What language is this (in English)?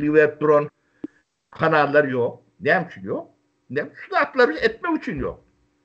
Turkmen